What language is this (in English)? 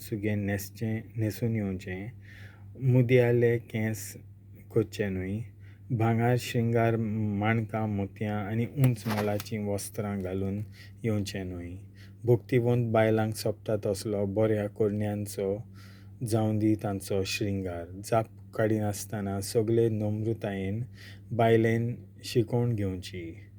Konkani